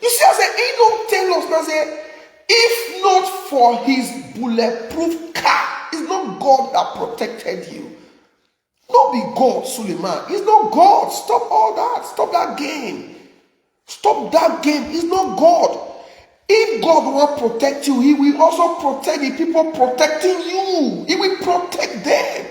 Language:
Nigerian Pidgin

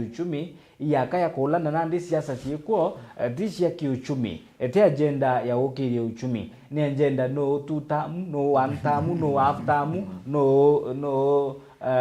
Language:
Meru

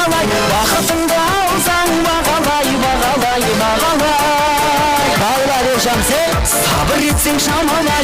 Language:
Kara-Kalpak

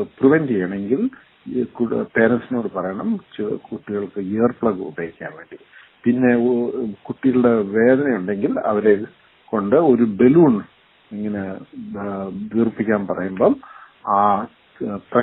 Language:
Malayalam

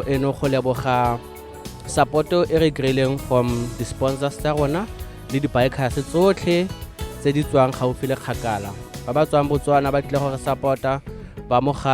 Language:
Tswana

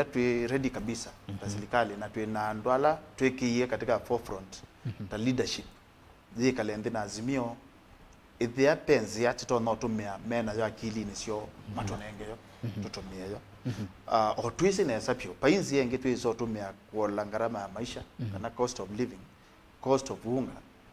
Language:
Kamba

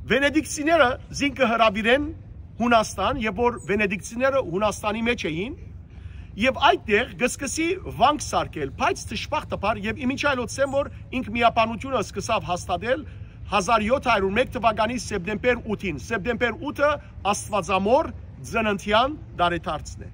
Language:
Western Armenian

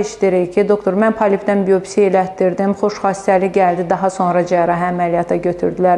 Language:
Azerbaijani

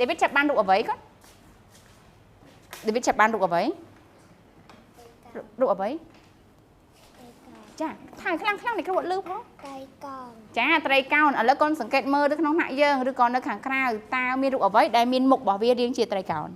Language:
Khmer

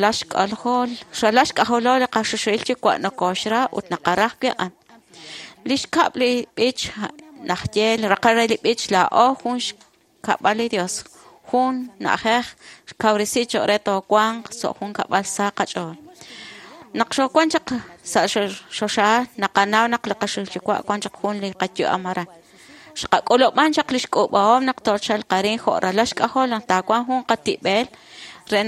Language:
Kekchí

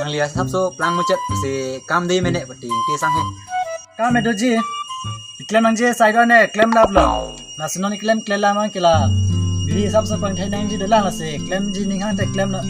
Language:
Karbi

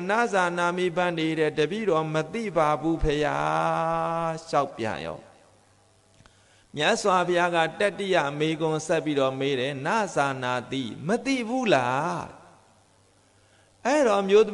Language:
Burmese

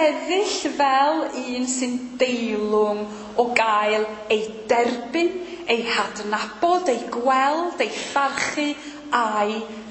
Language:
Welsh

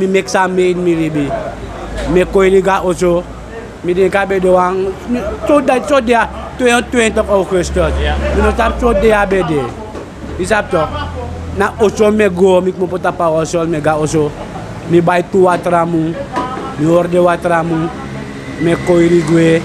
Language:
Sranan Tongo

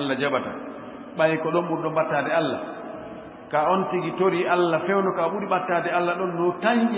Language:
Fula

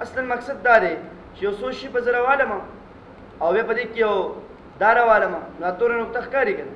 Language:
Pashto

